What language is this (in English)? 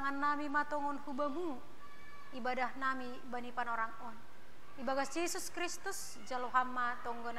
Batak Simalungun